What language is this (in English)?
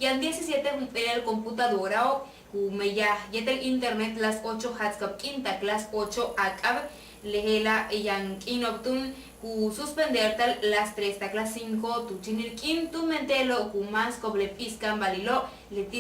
Yucateco